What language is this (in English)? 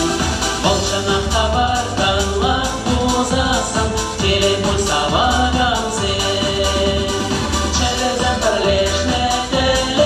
Chuvash